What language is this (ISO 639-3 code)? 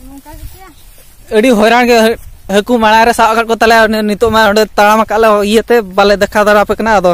sat